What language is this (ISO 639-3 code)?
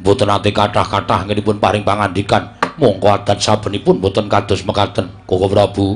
jav